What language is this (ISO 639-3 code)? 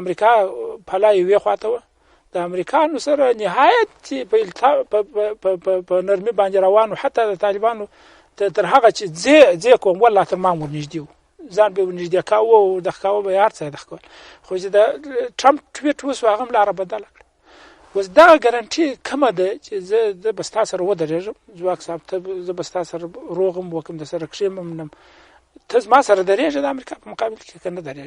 pus